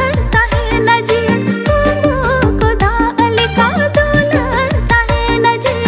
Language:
Santali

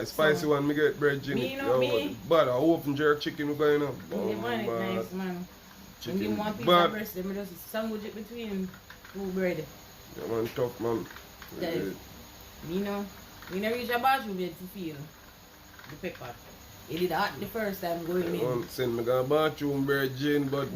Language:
Jamaican Creole English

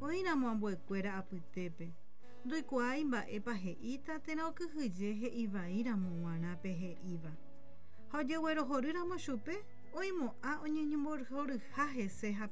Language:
Guarani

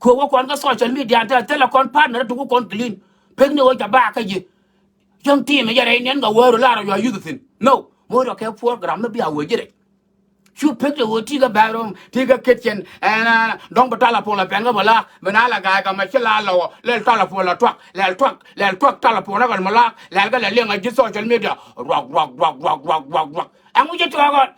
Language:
Nuer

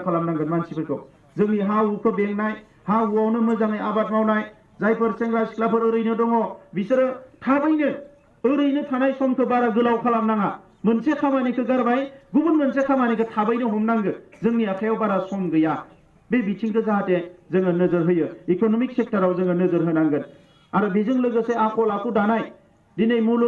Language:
Bodo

